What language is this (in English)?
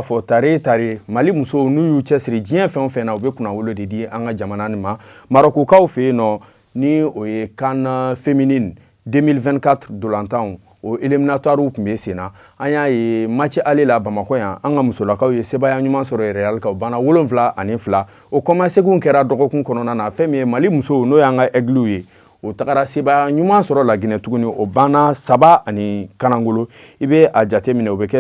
Bambara